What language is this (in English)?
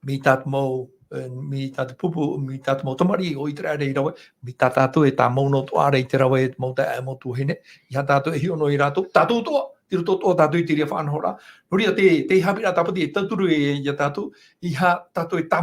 Tahitian